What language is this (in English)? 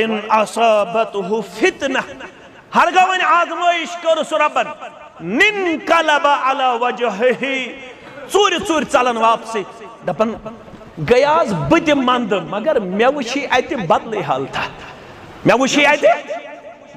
Kashmiri